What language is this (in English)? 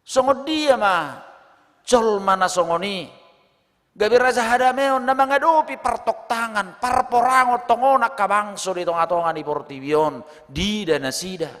Batak Toba